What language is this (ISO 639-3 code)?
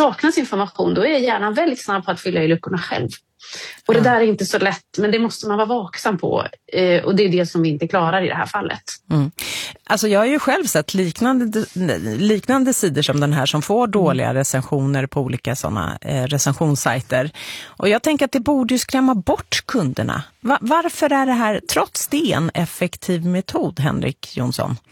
swe